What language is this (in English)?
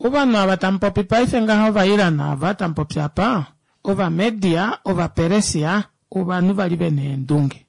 Kuanyama